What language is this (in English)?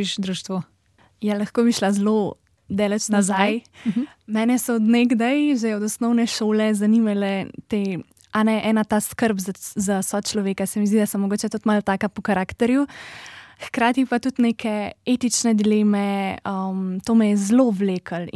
Slovenian